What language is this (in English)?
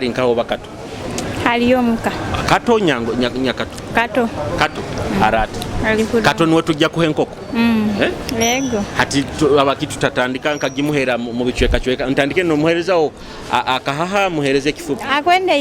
Nyoro